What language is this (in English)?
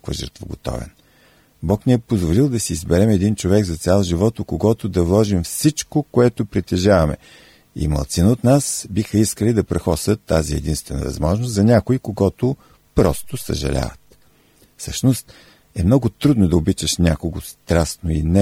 Bulgarian